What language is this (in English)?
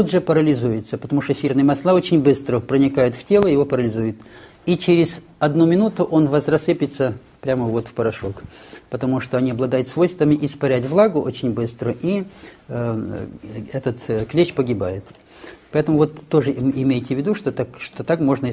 Russian